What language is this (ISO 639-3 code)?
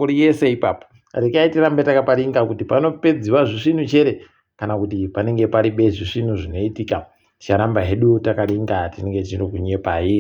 ndc